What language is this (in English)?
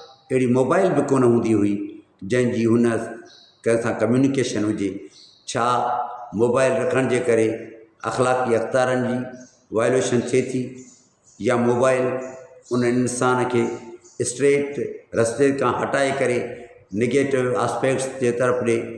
Sindhi